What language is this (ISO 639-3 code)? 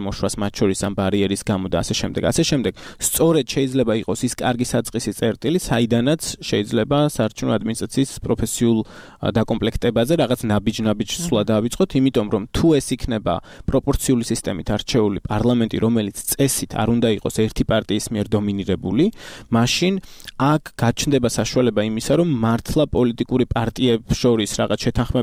kat